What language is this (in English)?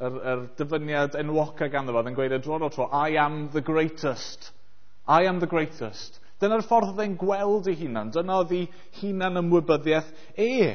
Welsh